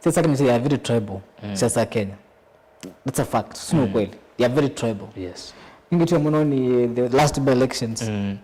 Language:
Kamba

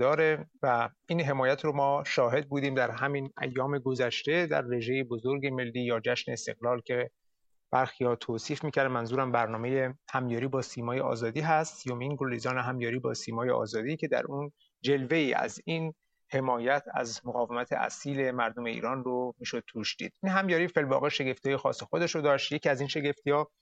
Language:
Persian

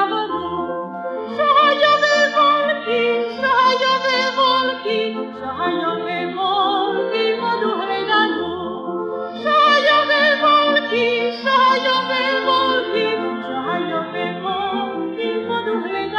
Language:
Slovak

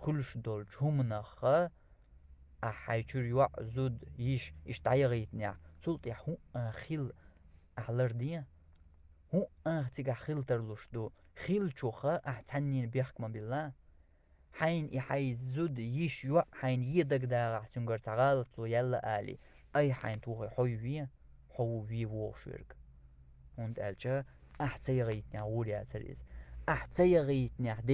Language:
Chechen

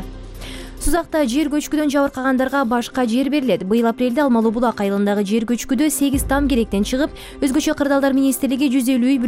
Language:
Kyrgyz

